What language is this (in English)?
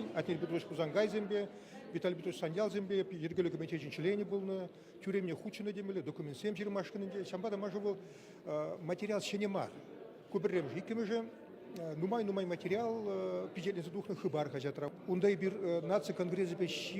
Chuvash